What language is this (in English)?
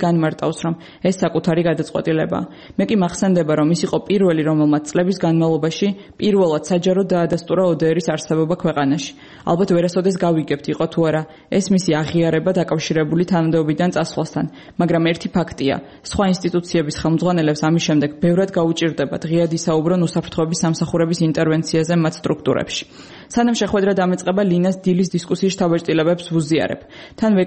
Georgian